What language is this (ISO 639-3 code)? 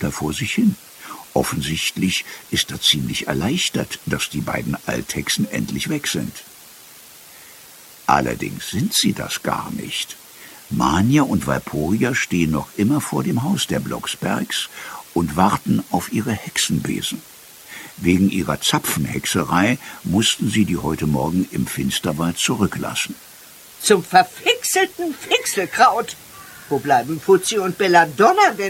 deu